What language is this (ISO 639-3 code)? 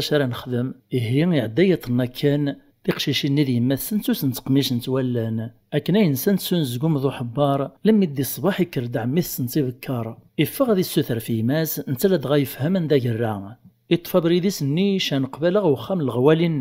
kab